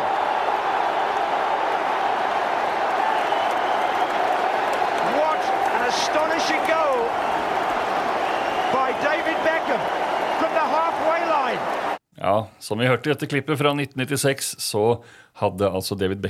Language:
Norwegian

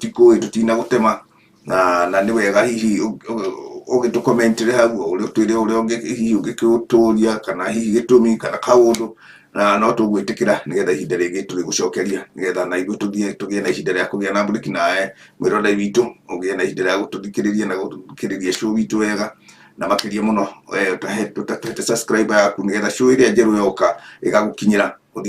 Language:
Kikuyu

